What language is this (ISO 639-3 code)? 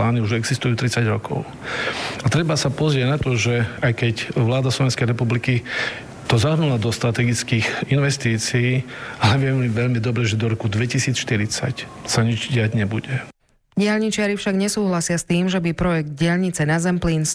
slk